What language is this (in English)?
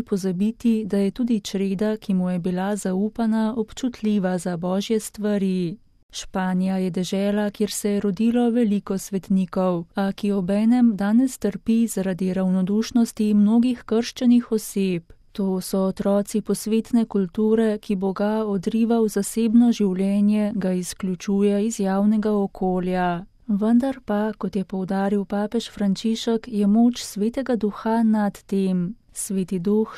Slovenian